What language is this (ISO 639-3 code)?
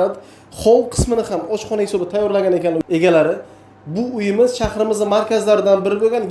uzb